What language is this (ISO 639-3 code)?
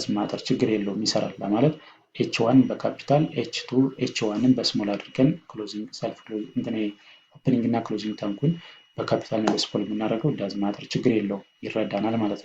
amh